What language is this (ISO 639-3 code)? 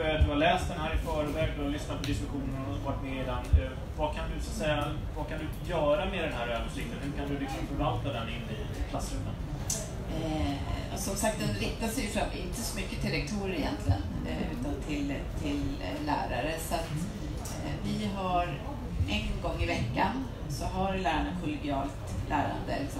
swe